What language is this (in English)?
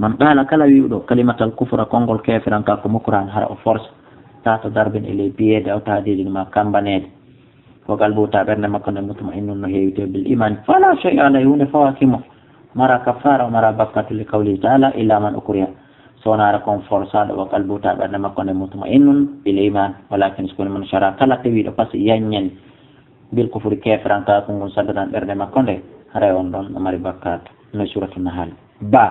Fula